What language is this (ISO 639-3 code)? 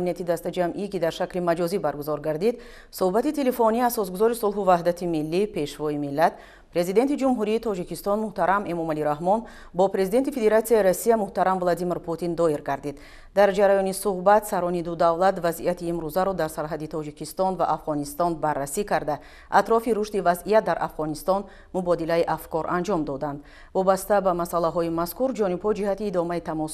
tgk